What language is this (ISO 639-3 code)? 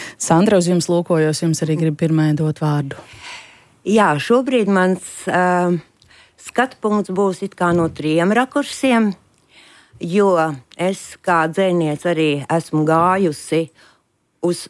lav